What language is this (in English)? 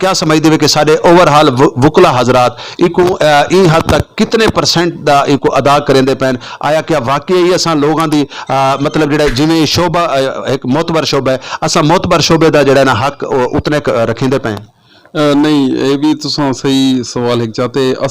Saraiki